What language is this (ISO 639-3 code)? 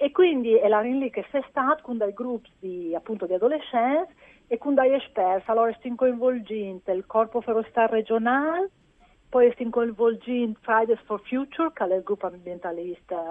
fur